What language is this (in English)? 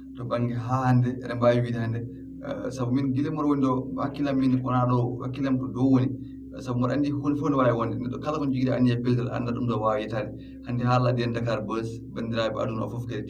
Fula